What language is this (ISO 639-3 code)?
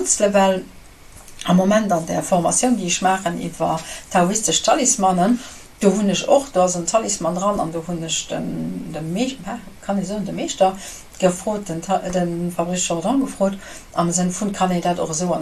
ltz